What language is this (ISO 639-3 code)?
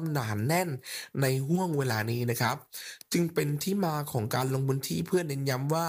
tha